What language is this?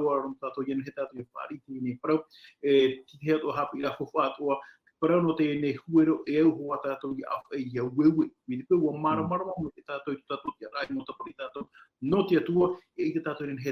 Tahitian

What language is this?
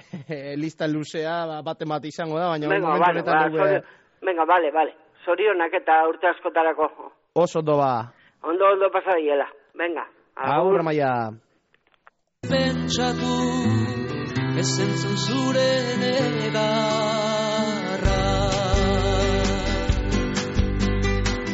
Basque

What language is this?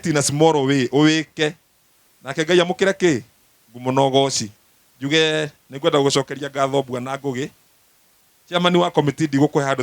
Kikuyu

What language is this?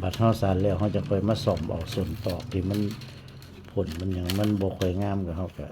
Northeastern Thai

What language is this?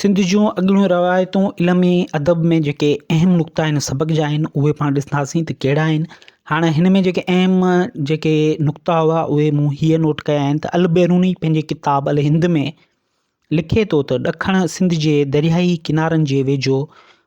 Sindhi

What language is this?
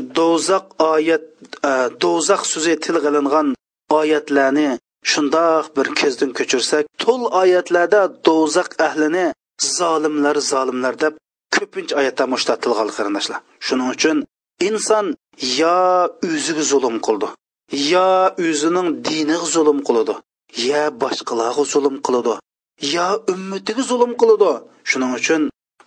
Uyghur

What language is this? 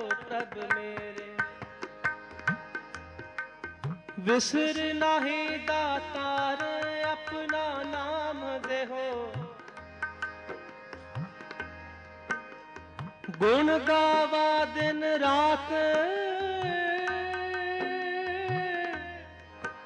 Punjabi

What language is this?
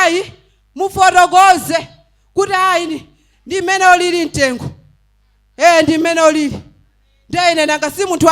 Nyanja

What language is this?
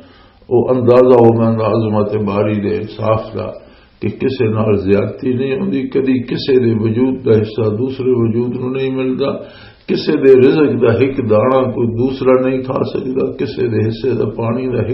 Western Panjabi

